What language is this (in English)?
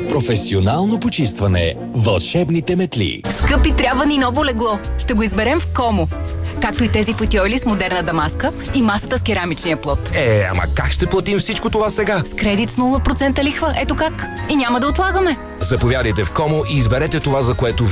Bulgarian